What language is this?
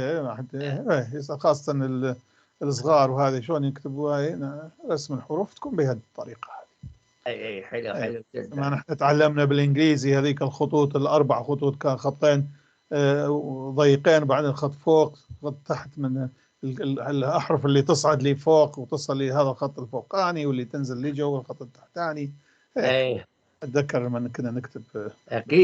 North Levantine Arabic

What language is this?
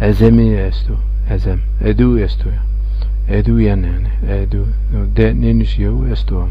Zaza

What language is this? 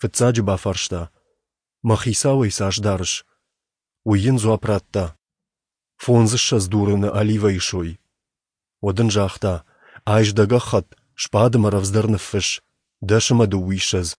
Ossetic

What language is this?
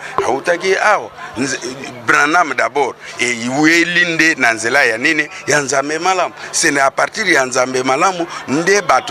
Lingala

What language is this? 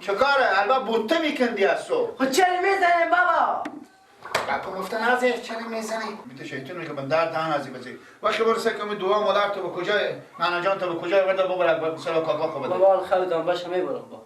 Persian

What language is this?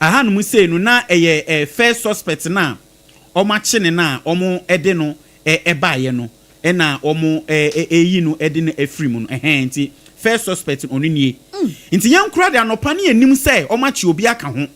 Akan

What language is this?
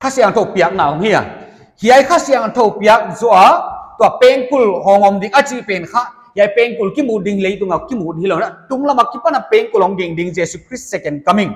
Paite Chin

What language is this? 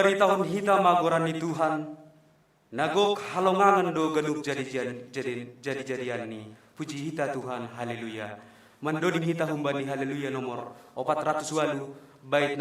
Batak Simalungun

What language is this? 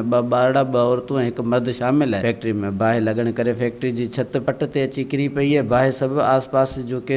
Sindhi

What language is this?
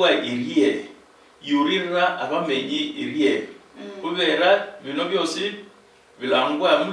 Luyia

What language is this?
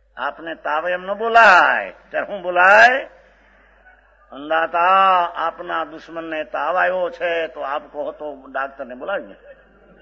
Gujarati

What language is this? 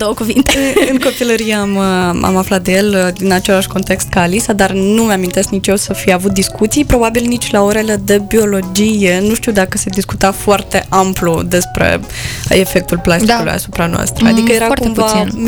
Romanian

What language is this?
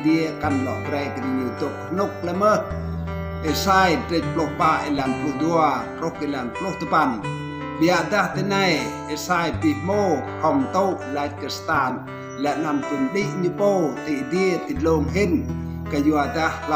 Rade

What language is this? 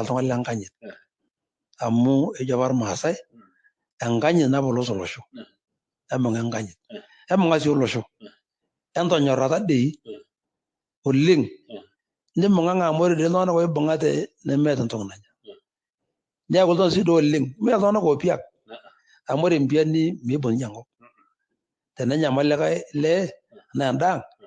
Masai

